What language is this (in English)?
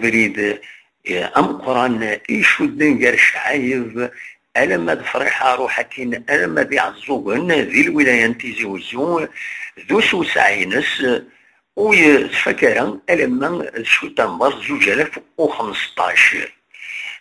Kabyle